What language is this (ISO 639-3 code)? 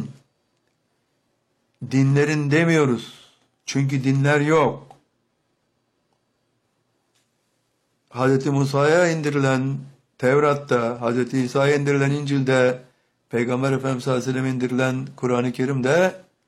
tur